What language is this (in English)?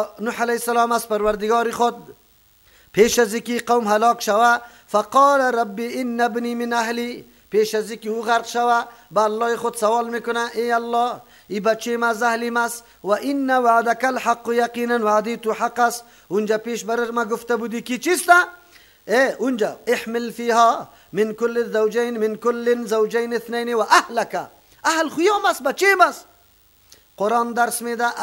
Persian